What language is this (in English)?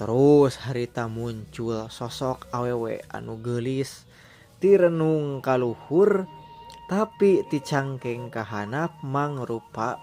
Sundanese